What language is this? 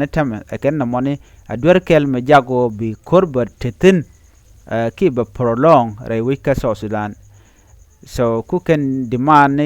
Nuer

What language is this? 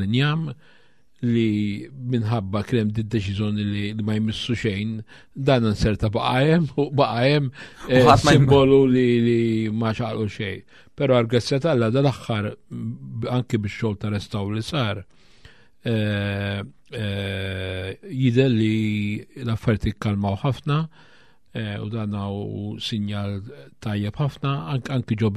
Maltese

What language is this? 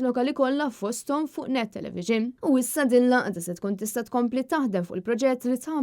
Maltese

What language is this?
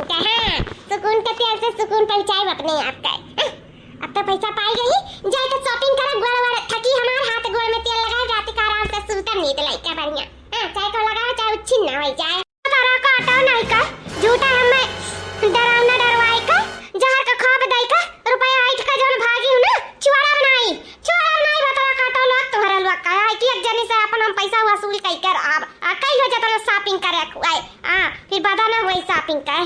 Awadhi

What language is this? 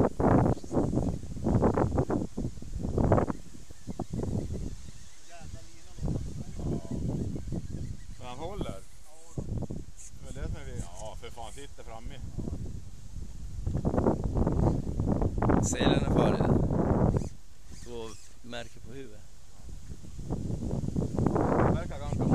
Swedish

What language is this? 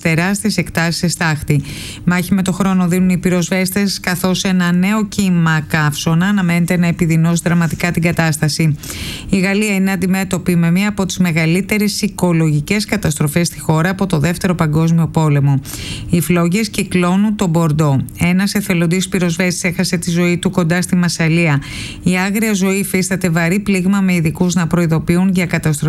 Greek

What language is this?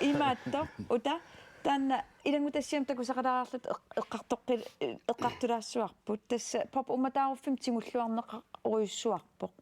Kalaallisut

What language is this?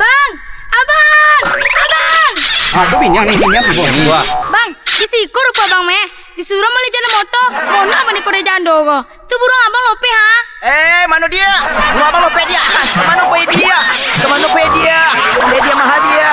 Minangkabau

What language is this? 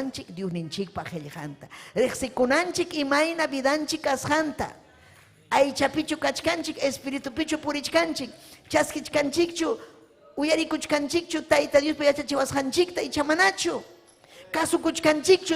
Ayacucho Quechua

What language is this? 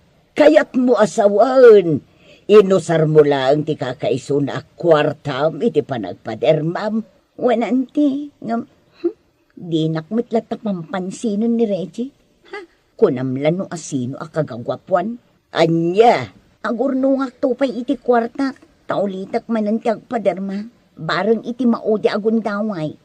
Iloko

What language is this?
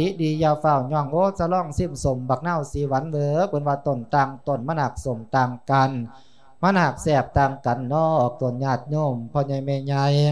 Lao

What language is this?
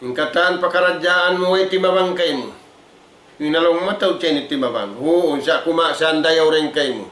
Tausug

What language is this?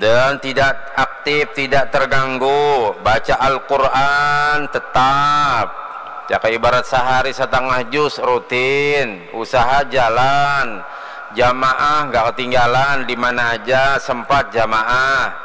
Banjar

